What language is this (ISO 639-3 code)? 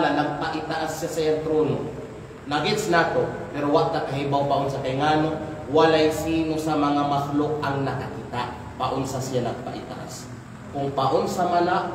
kqe